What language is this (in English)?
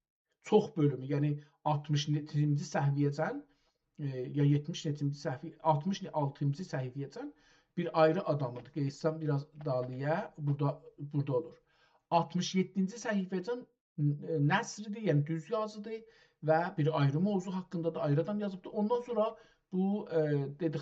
South Azerbaijani